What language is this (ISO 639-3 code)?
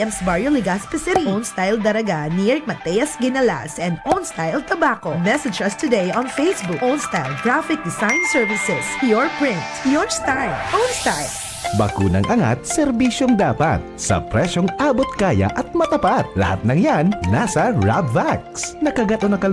bik